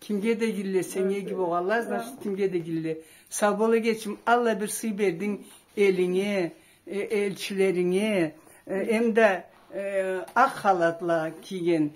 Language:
Karachay-Balkar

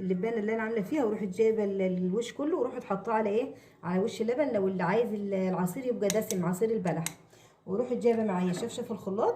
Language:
Egyptian Arabic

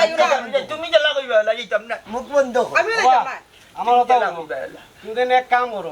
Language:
Sylheti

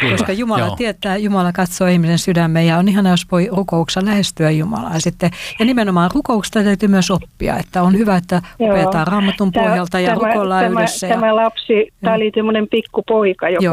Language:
Finnish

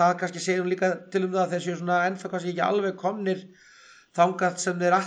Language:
Icelandic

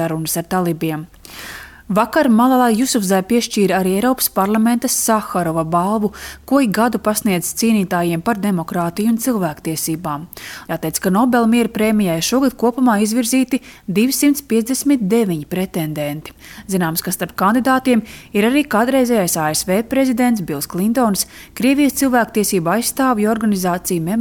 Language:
Latvian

